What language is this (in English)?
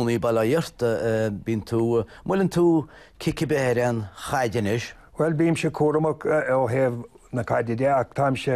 Irish